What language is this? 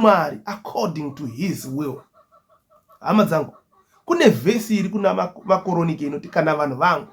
Shona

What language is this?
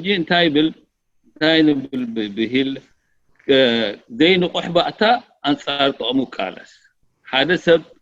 Tigrinya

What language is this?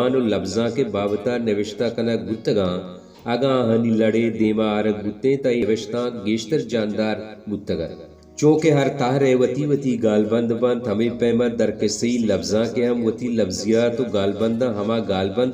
Baluchi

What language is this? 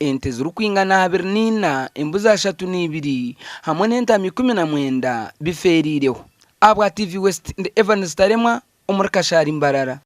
Nyankole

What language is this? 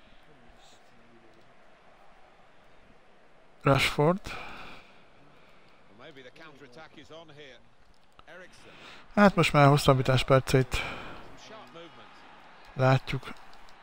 Hungarian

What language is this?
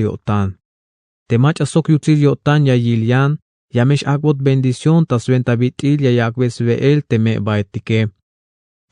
Tzeltal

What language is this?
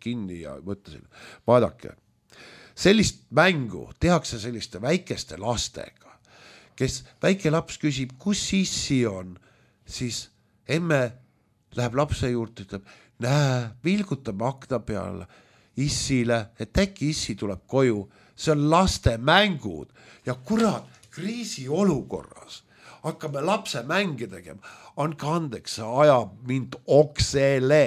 Estonian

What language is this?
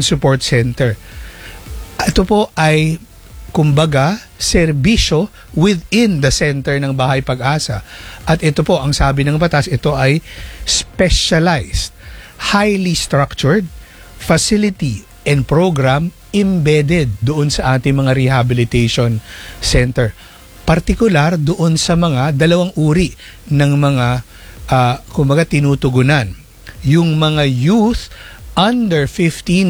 Filipino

